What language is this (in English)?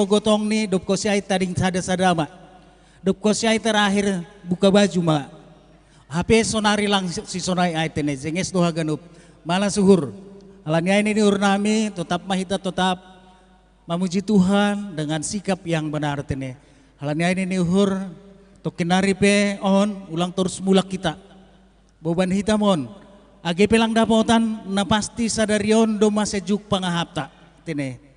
Batak Simalungun